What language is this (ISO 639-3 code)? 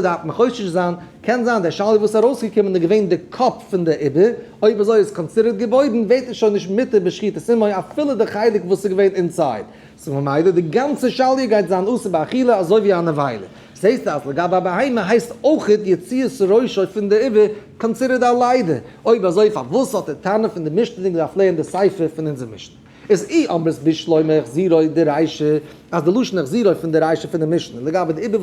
yid